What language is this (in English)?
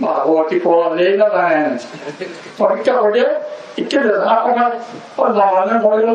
Rohingya